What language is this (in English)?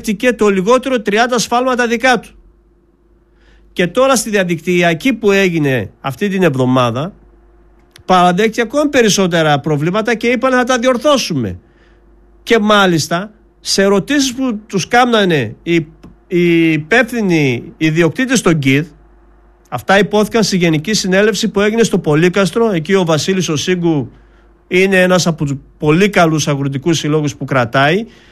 Greek